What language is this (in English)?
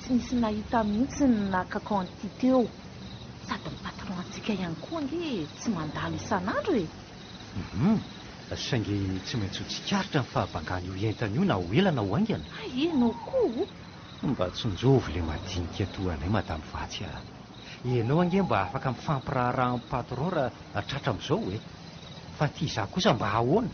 Malagasy